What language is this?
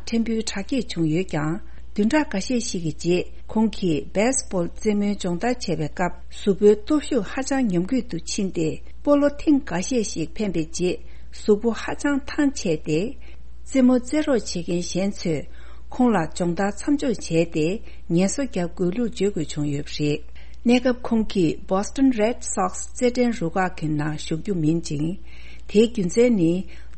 Tibetan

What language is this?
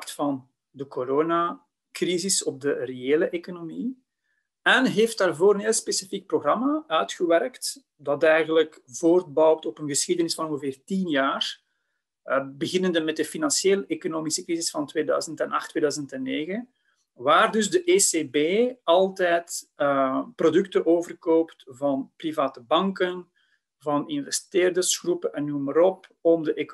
Dutch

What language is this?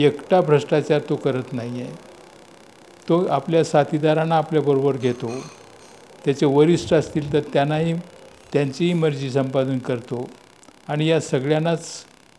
Marathi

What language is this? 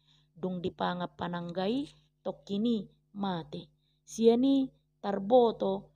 Batak Toba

